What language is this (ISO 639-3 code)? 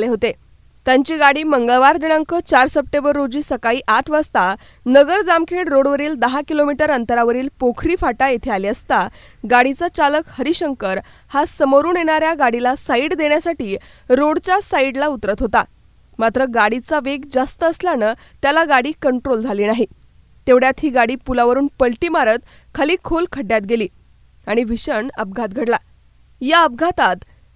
mar